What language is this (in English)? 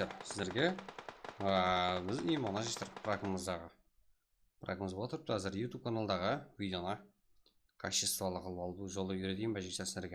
Kara-Kalpak